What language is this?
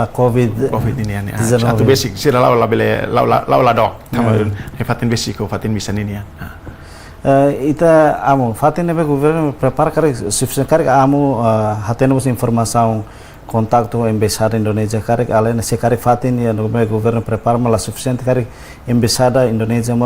Tetum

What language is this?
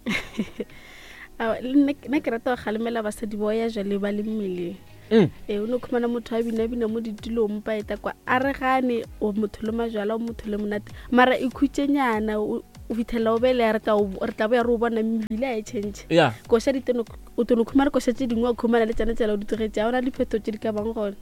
Northern Sotho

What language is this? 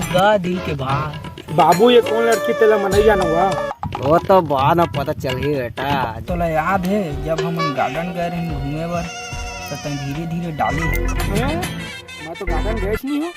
Chhattisgarhi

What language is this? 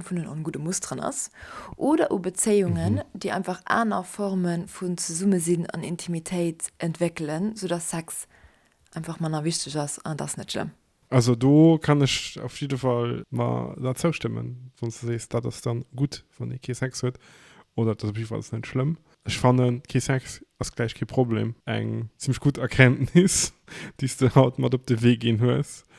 Luxembourgish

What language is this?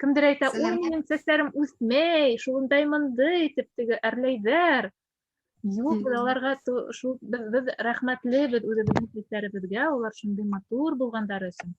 Bashkir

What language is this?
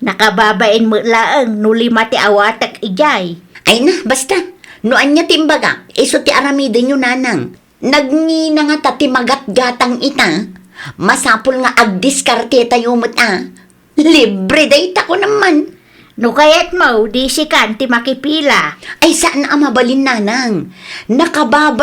Iloko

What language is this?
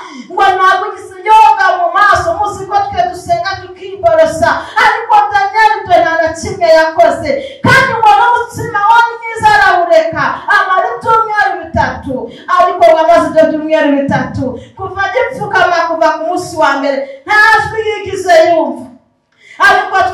Kinyarwanda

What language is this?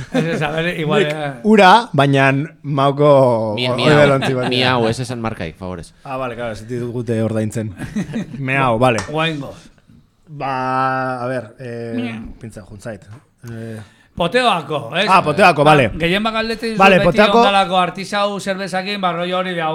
Basque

